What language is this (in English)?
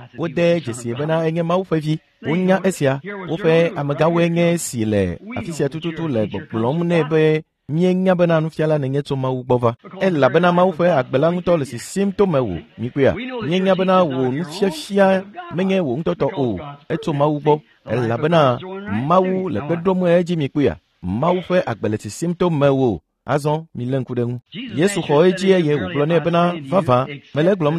Ewe